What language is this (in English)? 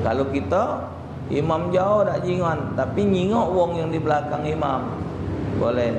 Musi